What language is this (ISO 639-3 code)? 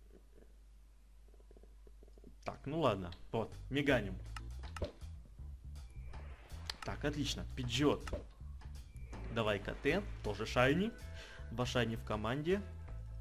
rus